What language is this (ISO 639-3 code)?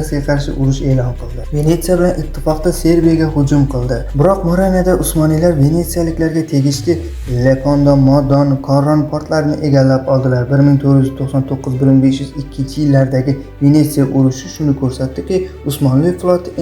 uzb